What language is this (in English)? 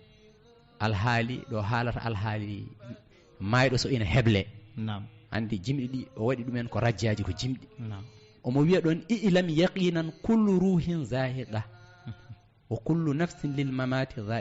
Fula